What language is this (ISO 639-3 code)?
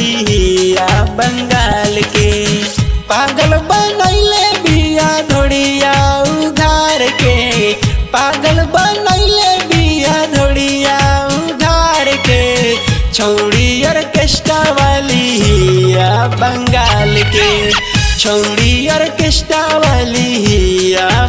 bho